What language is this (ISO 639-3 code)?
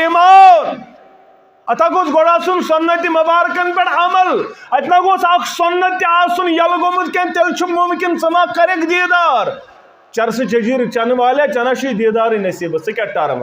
kas